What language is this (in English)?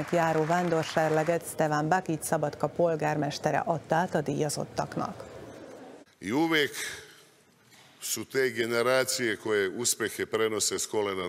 Hungarian